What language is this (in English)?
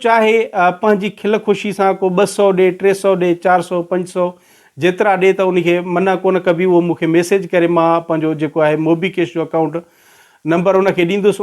Sindhi